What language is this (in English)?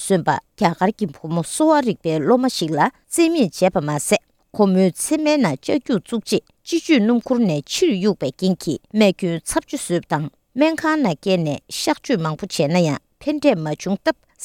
Tibetan